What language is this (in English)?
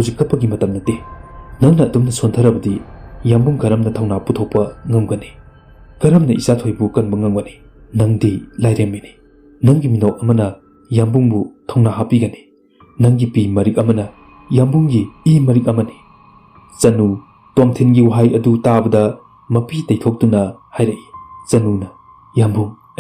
Manipuri